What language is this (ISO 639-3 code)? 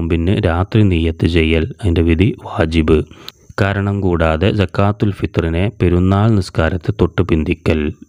mal